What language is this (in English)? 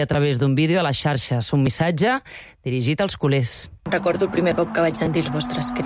Catalan